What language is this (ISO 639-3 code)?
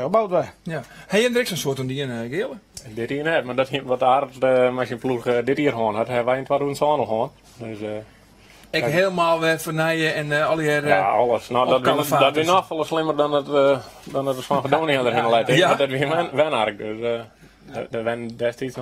fry